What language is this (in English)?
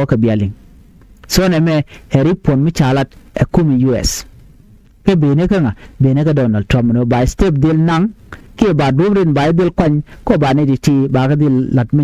Nuer